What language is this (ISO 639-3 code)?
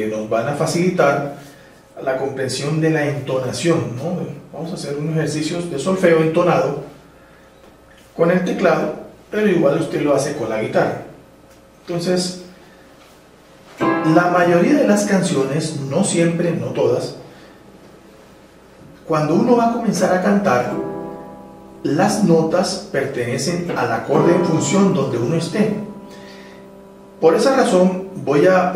spa